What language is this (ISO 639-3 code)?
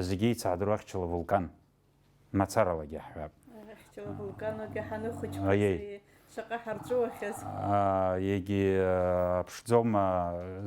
abk